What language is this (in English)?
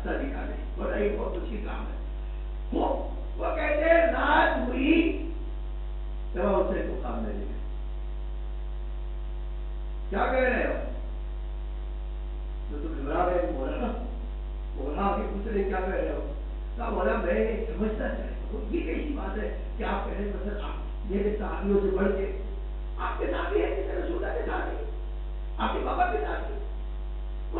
Urdu